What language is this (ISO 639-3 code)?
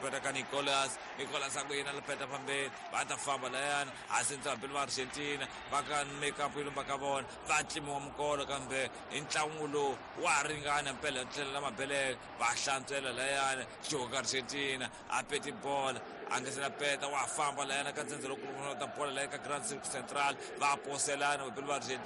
tso